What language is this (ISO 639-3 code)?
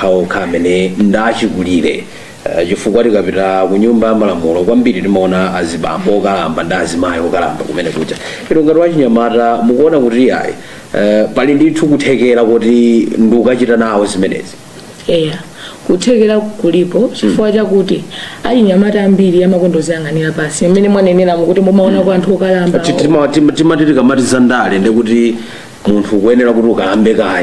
nya